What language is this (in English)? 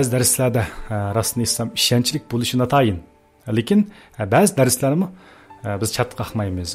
Uyghur